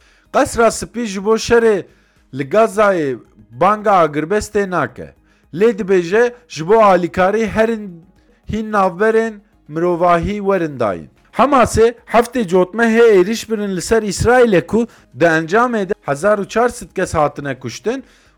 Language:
Kurdish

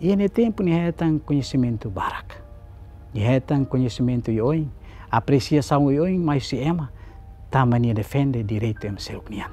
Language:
Tetum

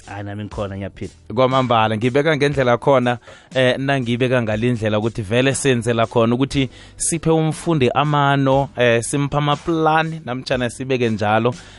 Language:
South Ndebele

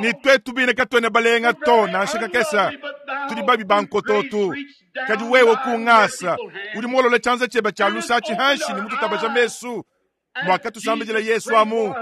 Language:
Luba-Lulua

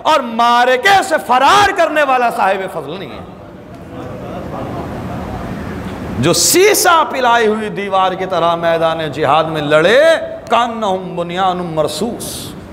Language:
Urdu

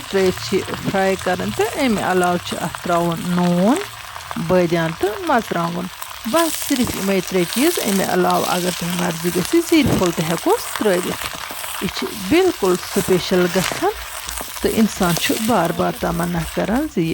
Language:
Kashmiri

